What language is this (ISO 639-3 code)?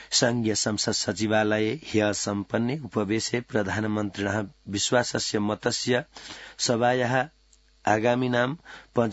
san